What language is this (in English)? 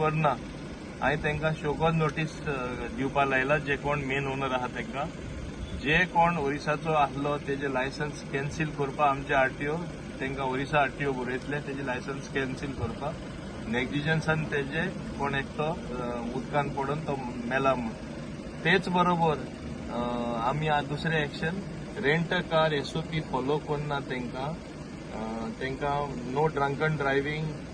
Konkani